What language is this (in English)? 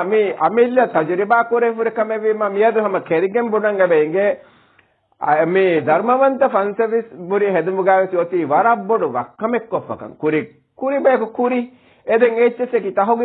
Divehi